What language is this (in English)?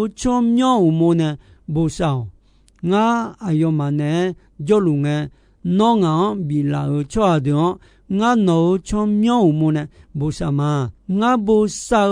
Akha